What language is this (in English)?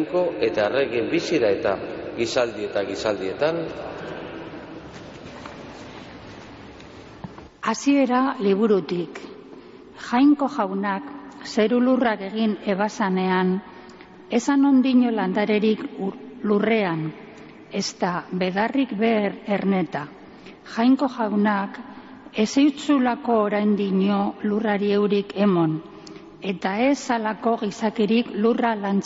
Basque